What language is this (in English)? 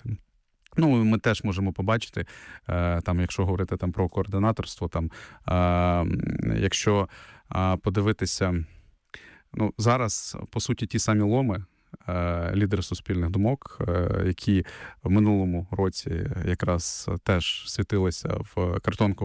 Ukrainian